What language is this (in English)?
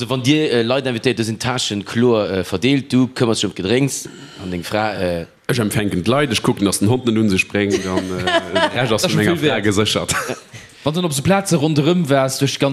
Luxembourgish